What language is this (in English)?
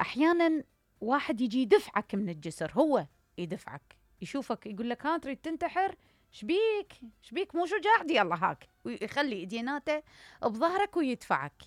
Mesopotamian Arabic